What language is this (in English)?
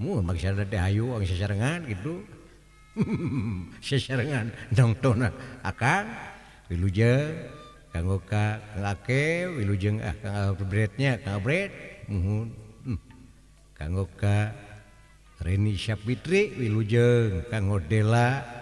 Sundanese